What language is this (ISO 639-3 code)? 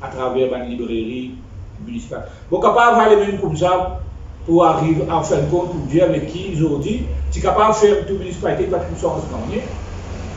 mfe